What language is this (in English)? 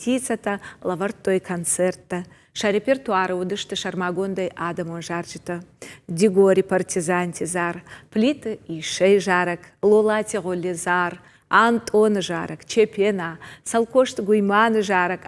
Ossetic